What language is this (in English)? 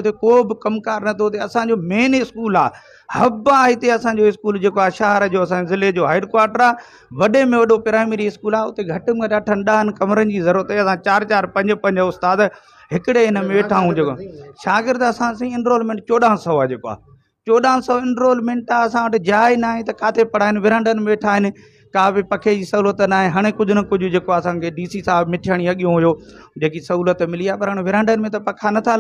Sindhi